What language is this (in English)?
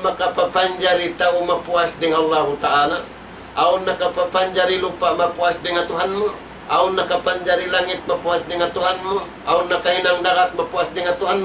Tausug